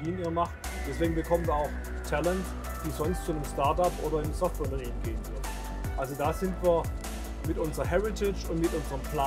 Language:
German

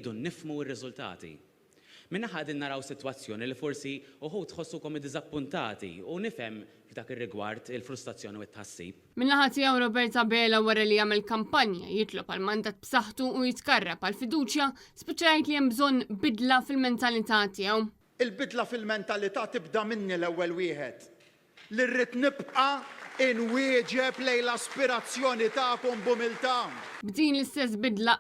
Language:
Maltese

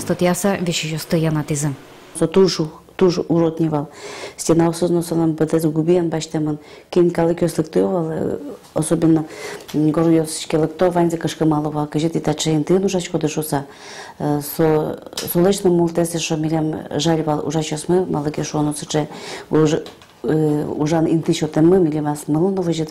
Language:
Udmurt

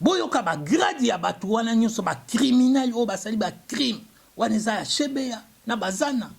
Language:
Lingala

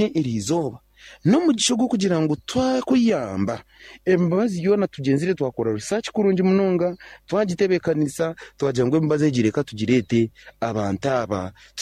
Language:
Nyankole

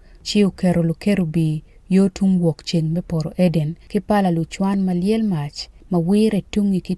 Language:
Acoli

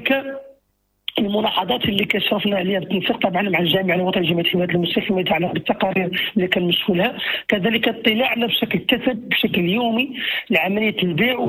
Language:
Moroccan Arabic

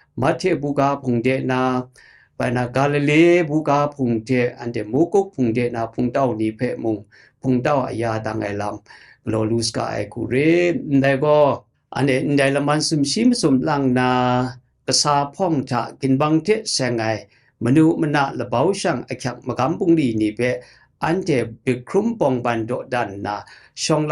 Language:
Kachin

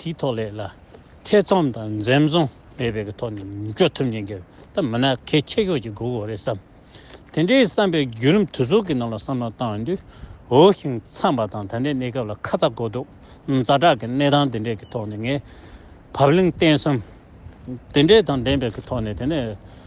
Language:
Tibetan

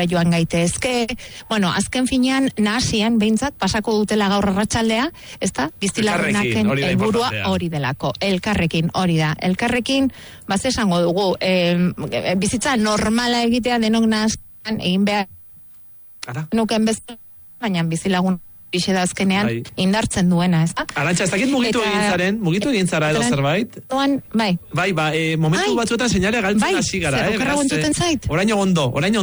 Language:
Basque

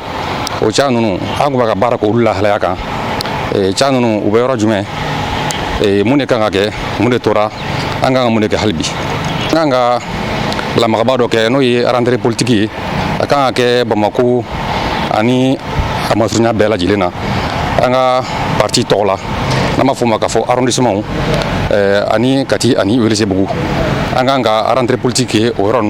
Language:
Bambara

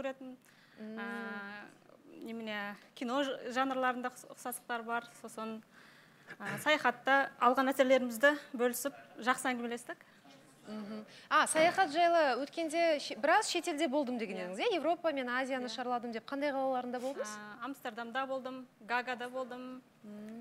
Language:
Kazakh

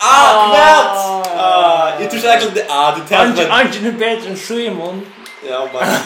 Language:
Faroese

